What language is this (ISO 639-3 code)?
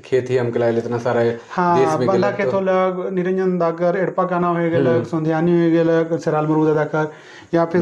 sck